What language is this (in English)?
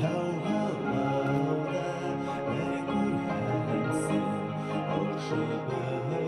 Bashkir